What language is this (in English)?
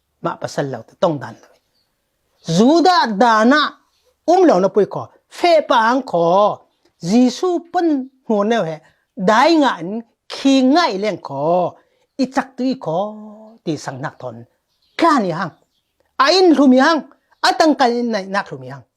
Falam Chin